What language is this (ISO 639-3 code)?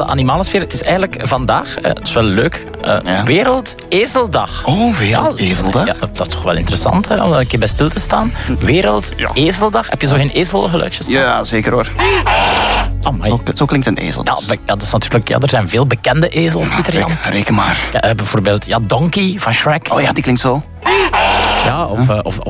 nld